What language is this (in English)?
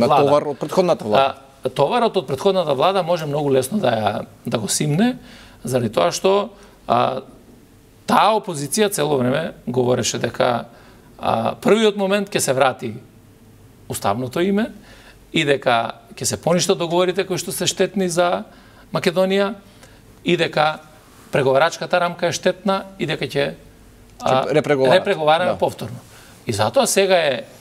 Macedonian